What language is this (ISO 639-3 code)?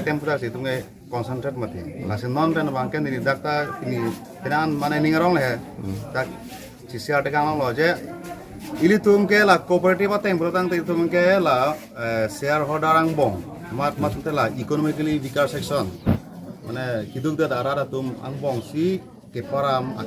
mjw